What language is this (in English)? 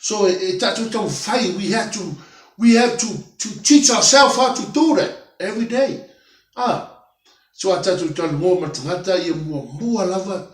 Samoan